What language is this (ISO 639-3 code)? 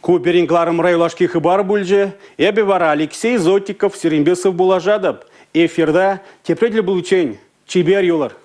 chv